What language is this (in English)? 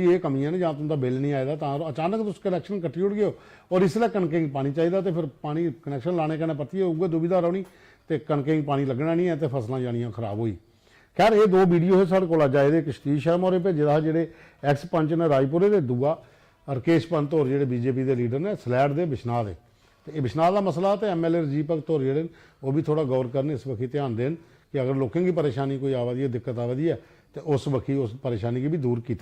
Dogri